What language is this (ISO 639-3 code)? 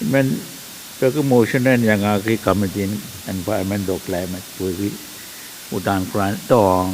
pon